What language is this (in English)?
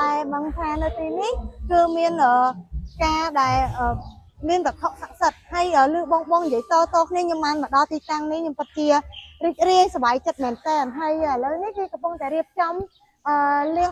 Khmer